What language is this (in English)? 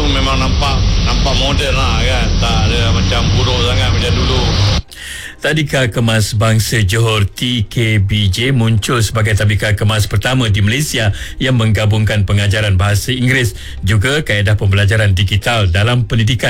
Malay